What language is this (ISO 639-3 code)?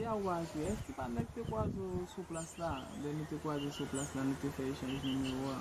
hat